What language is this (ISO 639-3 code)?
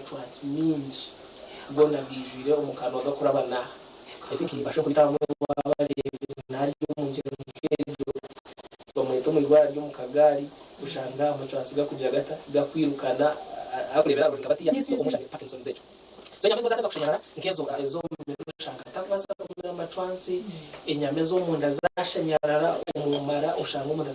nyn